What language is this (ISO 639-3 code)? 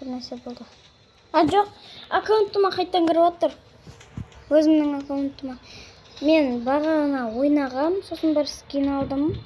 kaz